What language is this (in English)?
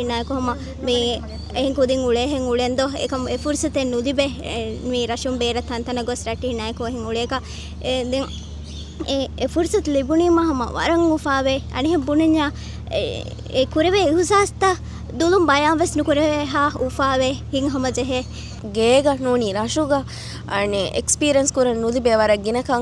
Divehi